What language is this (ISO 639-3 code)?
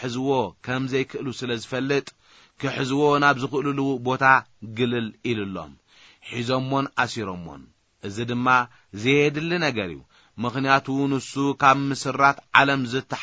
tir